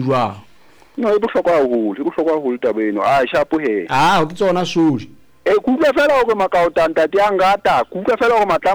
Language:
Southern Sotho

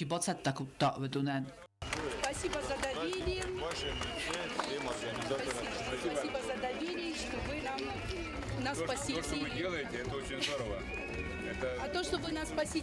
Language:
Ossetic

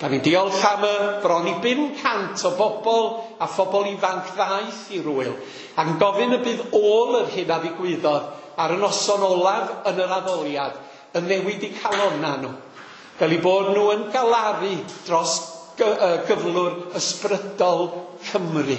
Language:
Welsh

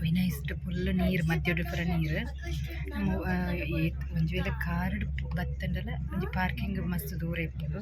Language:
Tulu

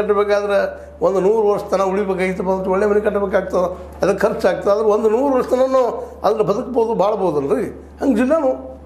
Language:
Kannada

